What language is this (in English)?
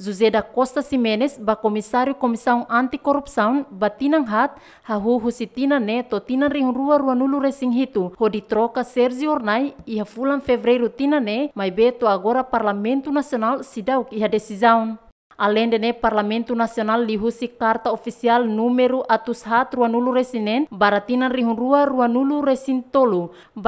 Tetum